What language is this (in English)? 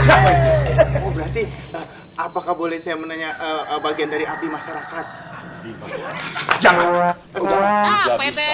Betawi